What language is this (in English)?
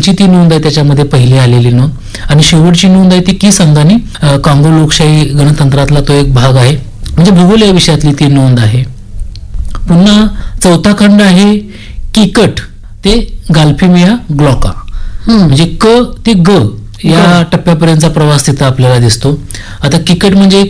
Marathi